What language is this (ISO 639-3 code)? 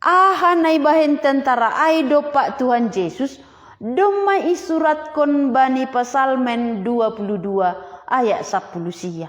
bts